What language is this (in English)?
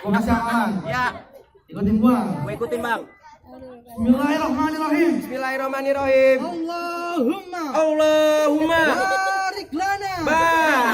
Betawi